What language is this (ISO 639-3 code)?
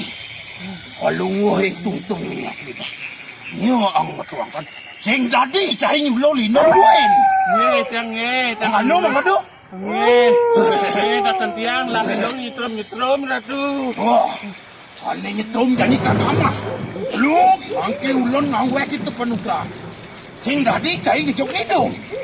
ban